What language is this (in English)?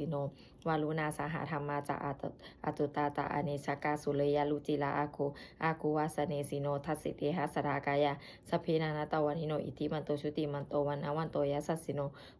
Pali